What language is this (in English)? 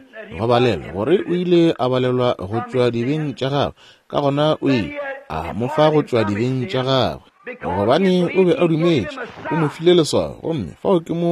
Northern Sotho